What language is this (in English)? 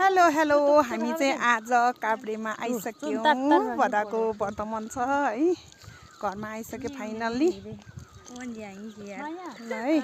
Nepali